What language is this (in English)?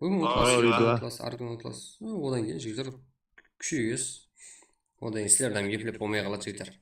Kara-Kalpak